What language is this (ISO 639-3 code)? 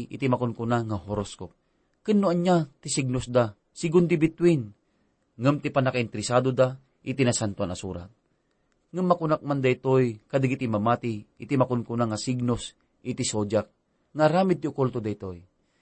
ilo